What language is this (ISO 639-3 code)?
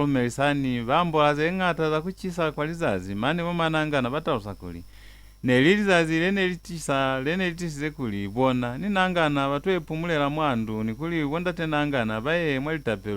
loz